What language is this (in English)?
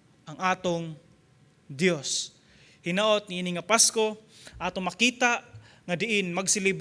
Cebuano